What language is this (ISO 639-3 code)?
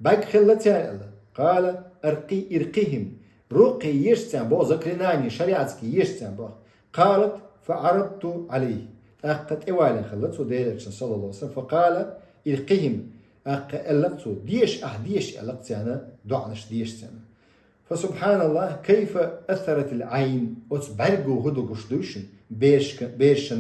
che